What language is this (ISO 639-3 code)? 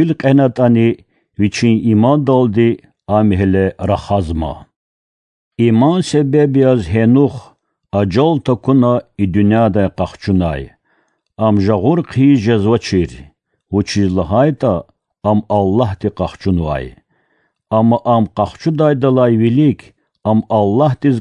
lez